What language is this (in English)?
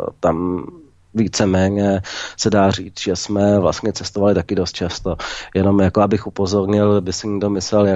Czech